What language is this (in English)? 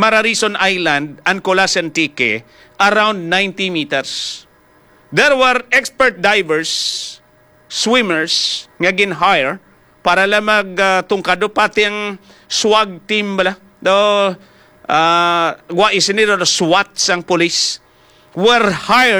Hiligaynon